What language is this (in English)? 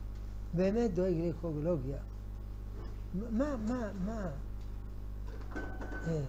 Hebrew